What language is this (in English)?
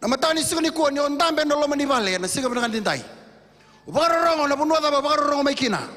Fijian